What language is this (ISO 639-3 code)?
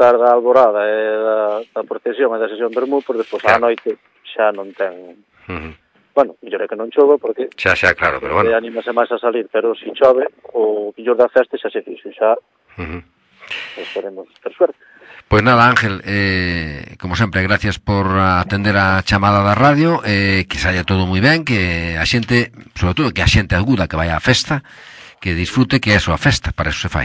glg